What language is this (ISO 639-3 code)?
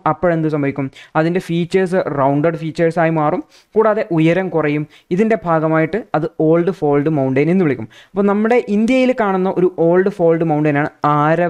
mal